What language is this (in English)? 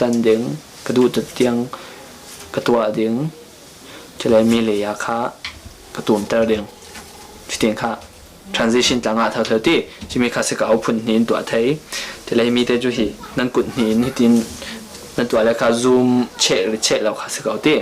Falam Chin